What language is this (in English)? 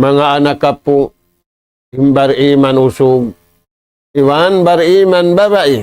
Tausug